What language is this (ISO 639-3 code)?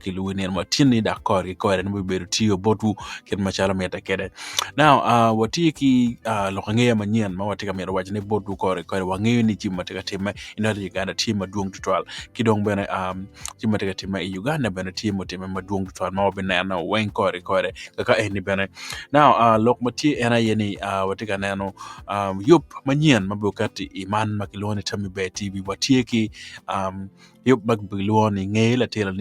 ach